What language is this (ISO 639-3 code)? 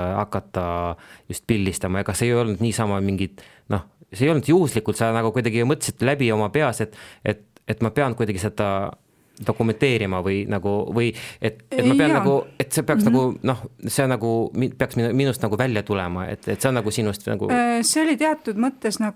est